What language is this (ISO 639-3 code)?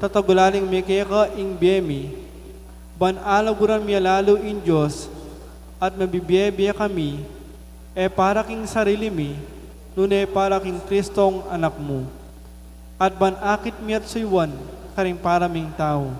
pam